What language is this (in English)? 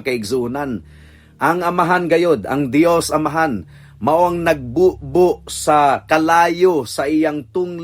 Cebuano